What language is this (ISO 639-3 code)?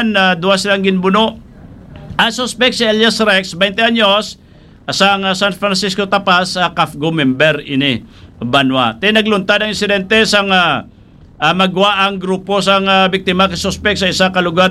hil